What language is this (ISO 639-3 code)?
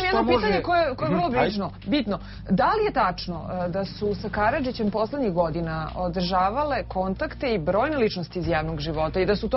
srp